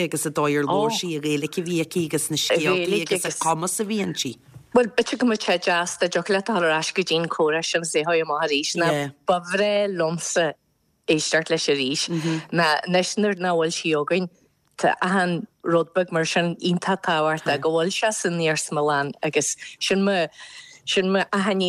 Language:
Irish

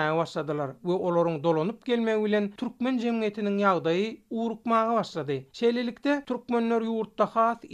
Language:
Turkmen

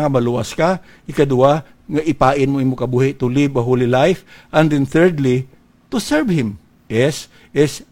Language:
Hiligaynon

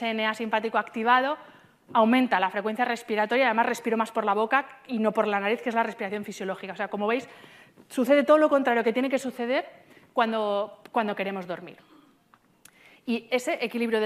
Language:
Spanish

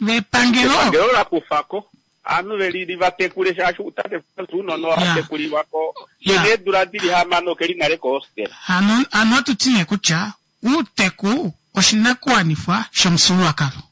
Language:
Kuanyama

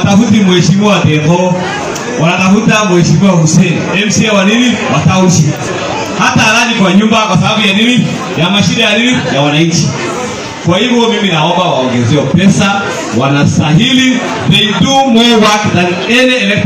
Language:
Swahili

